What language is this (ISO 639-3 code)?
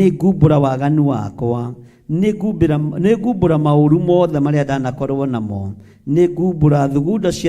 kik